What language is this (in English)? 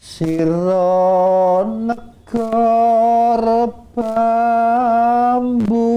Javanese